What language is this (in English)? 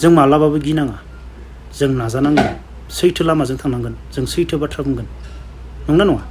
Bodo